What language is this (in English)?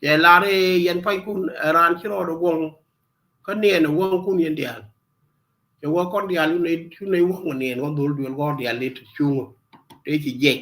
Nuer